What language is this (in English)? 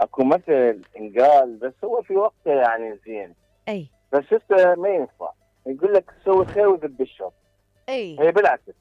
Mesopotamian Arabic